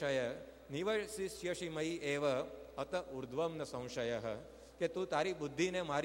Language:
Gujarati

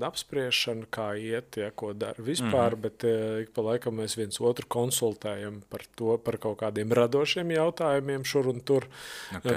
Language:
Latvian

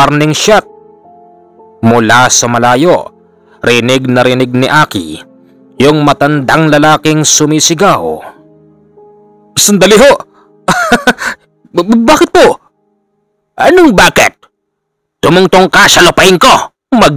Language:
Filipino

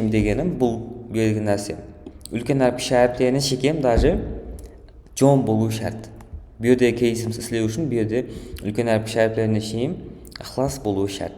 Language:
Kara-Kalpak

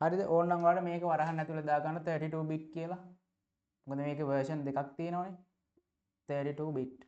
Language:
Sinhala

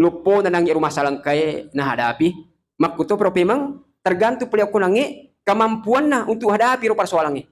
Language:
Buginese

